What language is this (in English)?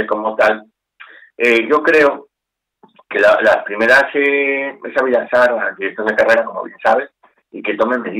Spanish